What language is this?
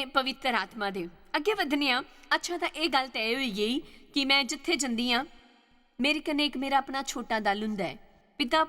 Dogri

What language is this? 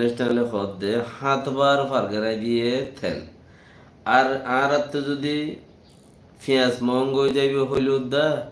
Rohingya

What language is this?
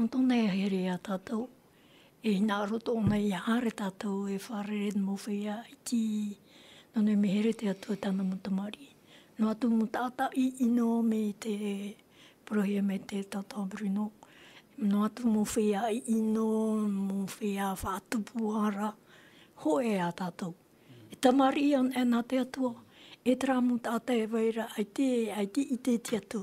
Tahitian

